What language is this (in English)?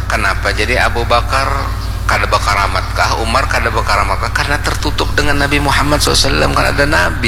Banjar